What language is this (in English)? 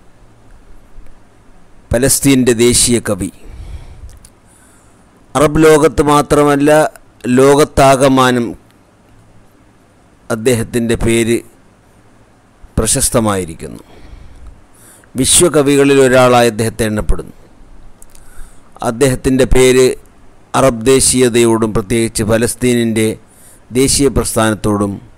Malayalam